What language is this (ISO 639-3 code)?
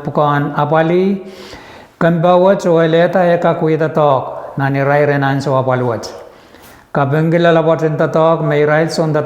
pon